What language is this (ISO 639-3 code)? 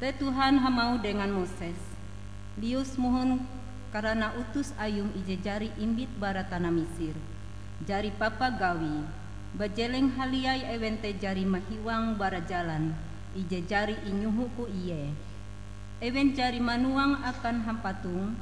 nij